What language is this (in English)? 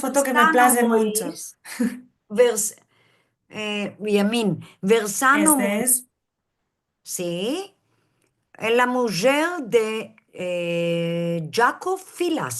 Ladino